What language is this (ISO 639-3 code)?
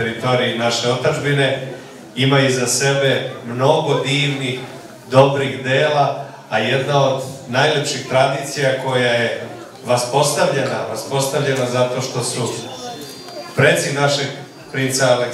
srp